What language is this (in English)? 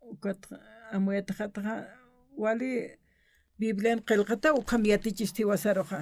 Aymara